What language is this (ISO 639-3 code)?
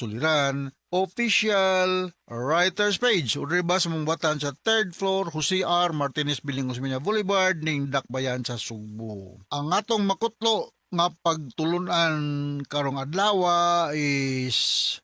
ceb